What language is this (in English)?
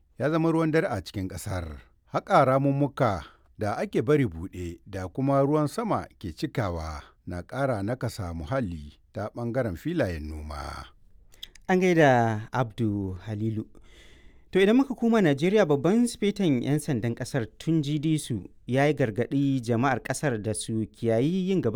Hausa